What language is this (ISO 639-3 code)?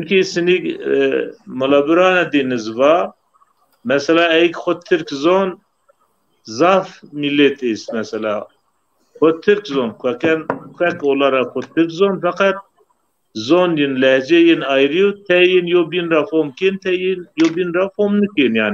zza